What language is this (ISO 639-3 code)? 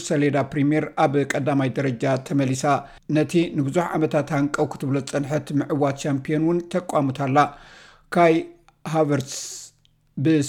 tir